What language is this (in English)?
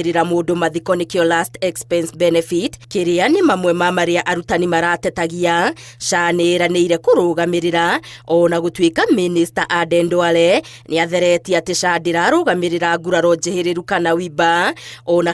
Kikuyu